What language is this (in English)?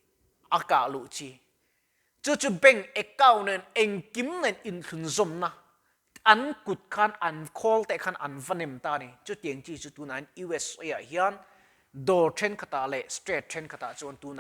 Mizo